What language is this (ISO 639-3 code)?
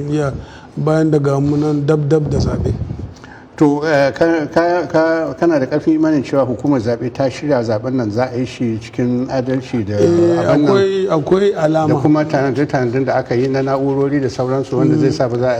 hau